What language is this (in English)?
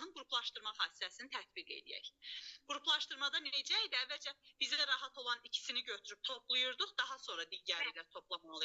Azerbaijani